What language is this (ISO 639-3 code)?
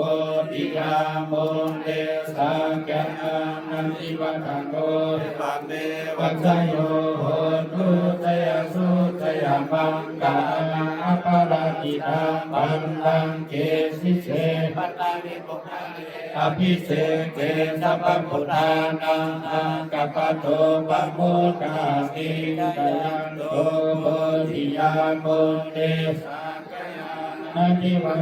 pli